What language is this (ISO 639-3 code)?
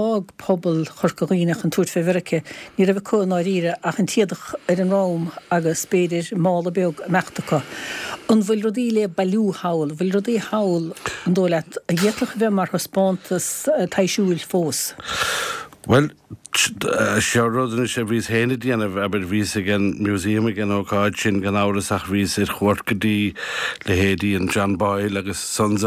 gle